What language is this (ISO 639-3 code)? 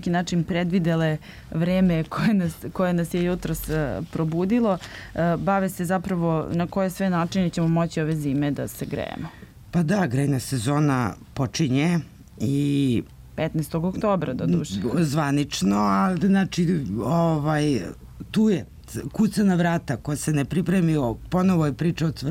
srp